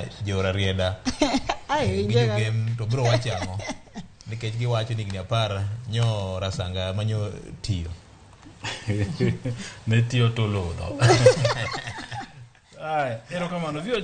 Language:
Luo (Kenya and Tanzania)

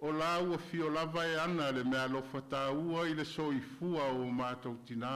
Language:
Samoan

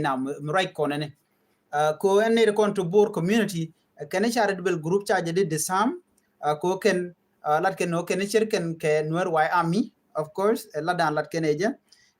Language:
Nuer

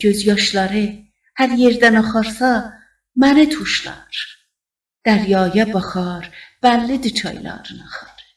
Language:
South Azerbaijani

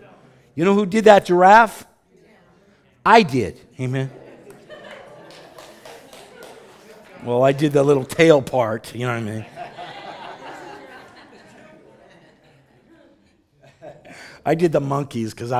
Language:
English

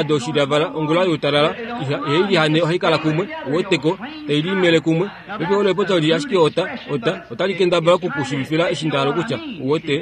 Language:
Kuanyama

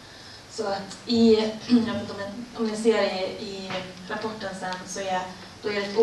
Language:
Swedish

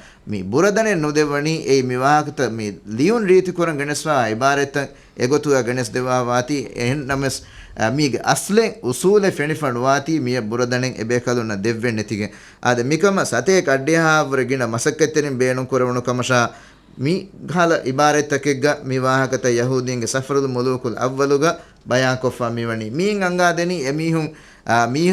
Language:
Divehi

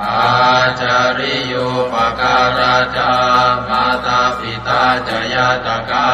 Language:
Pali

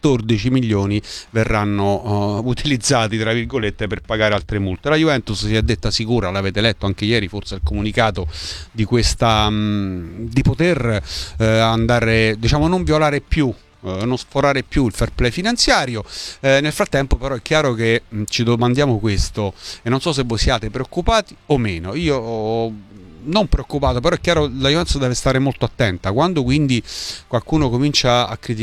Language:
Italian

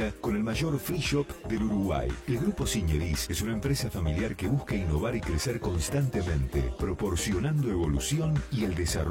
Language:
Spanish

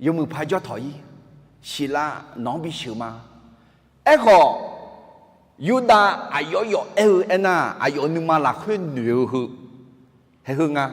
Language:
Akha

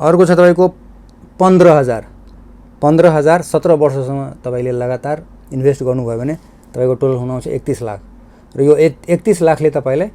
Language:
Nepali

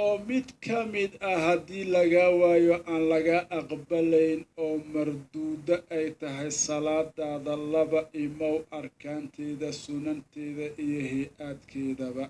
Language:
Somali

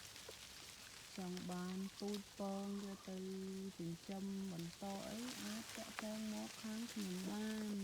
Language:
Khmer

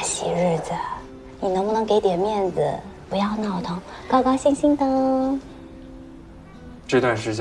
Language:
Chinese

